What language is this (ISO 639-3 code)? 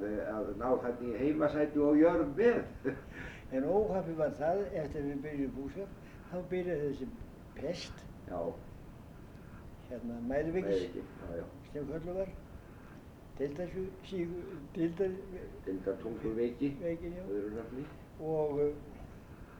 isl